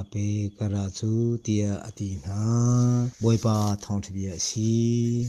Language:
Hakha Chin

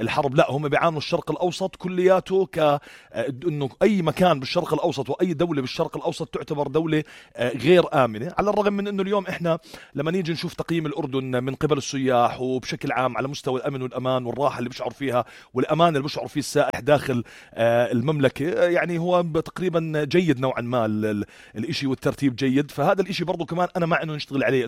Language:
North Levantine Arabic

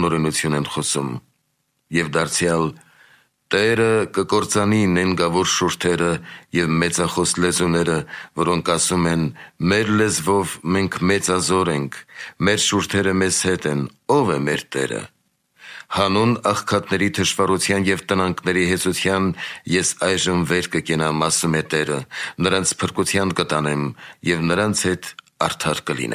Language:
Armenian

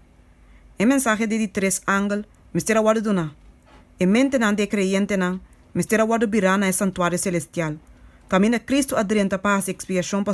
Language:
Papiamento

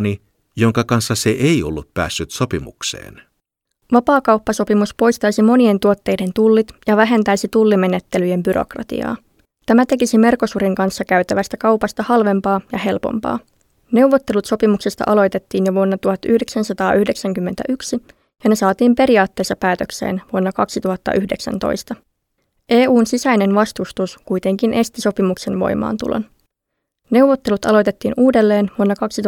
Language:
Finnish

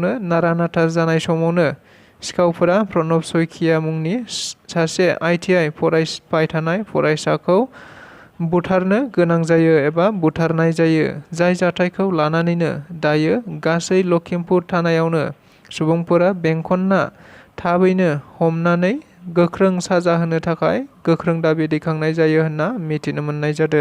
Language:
Bodo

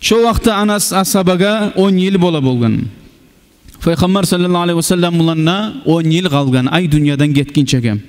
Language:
Kumyk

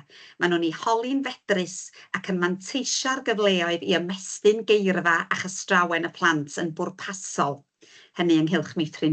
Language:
Welsh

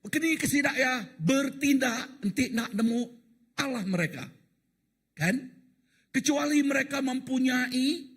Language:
Iban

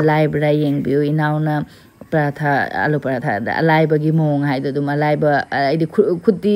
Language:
Manipuri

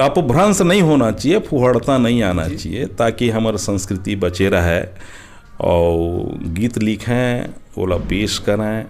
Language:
Chhattisgarhi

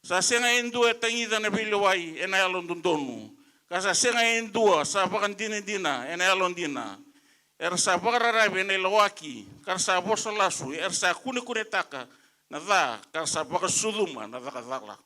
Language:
Fijian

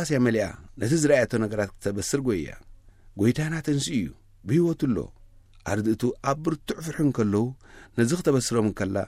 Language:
Tigrinya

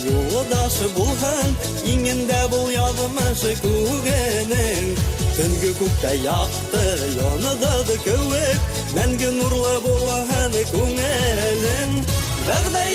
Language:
Bashkir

